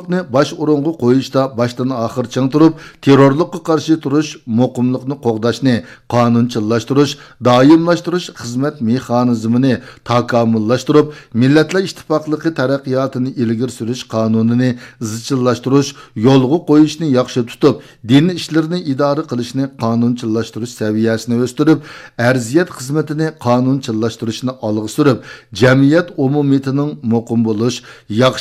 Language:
Uyghur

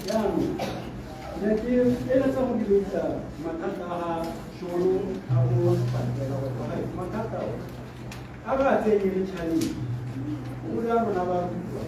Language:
Tswana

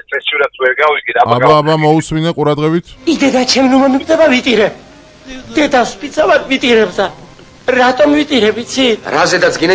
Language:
Georgian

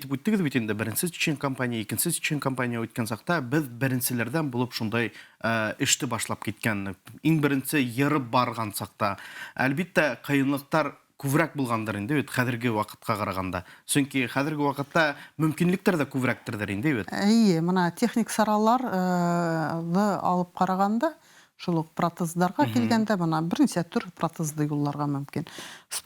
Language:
Bashkir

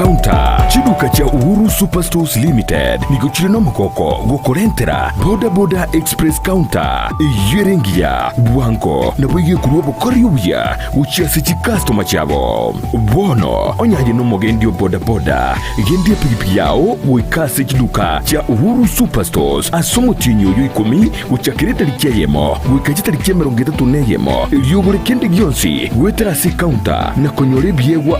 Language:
Gusii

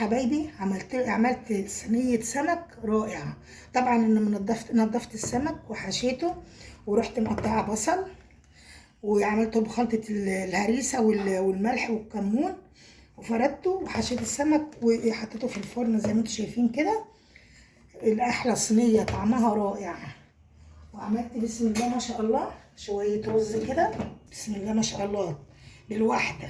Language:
Egyptian Arabic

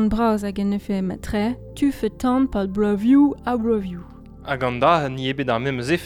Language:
Breton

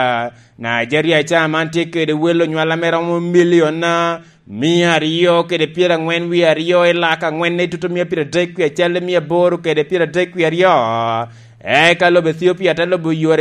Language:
Lango (Uganda)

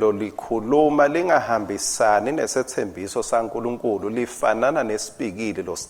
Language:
Swati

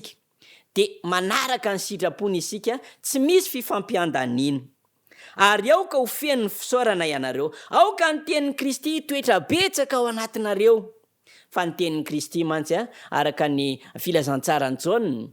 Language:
Malagasy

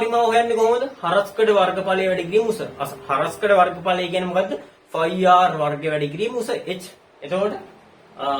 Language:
Sinhala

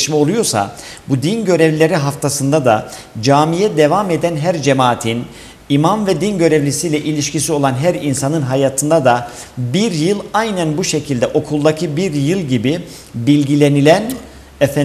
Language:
Turkish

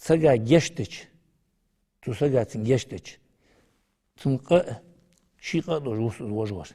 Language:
Ingush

